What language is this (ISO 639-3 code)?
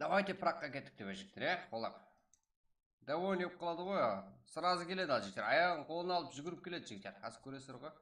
kaa